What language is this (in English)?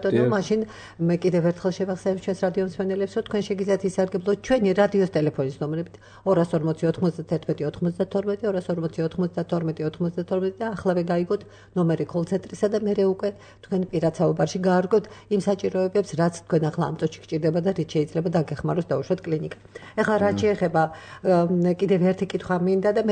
Georgian